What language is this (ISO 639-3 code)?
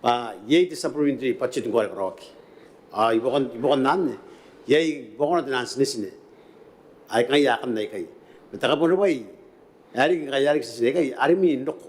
gil